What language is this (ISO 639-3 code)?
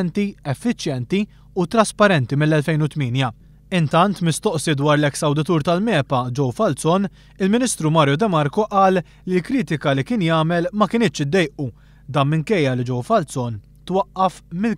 mlt